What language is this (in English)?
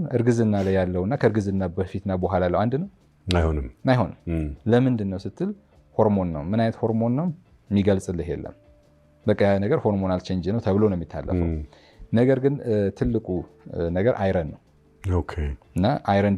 Amharic